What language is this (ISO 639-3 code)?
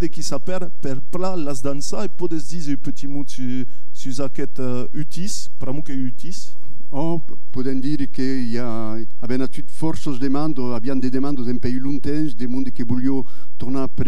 oci